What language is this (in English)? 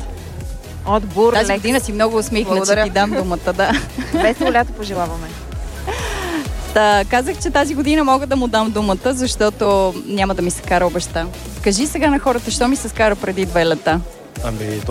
Bulgarian